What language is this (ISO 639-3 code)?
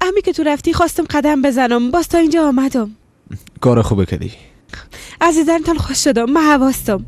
fas